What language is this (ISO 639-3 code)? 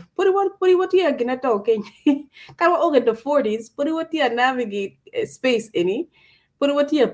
ach